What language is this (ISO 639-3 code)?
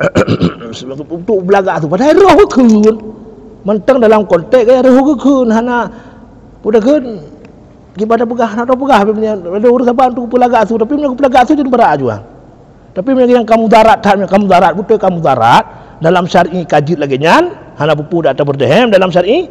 ace